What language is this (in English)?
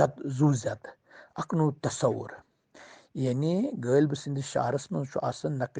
Kashmiri